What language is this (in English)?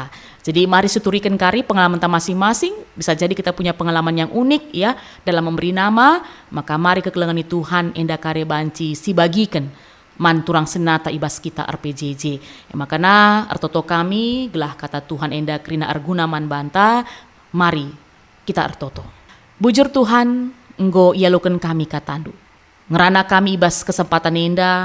Batak Karo